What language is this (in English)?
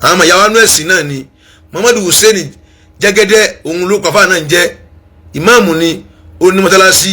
Yoruba